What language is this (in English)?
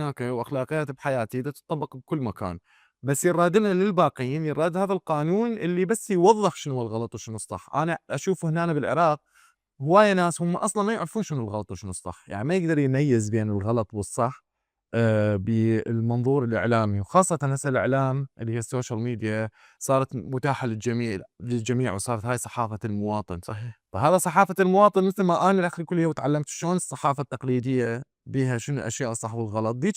Mesopotamian Arabic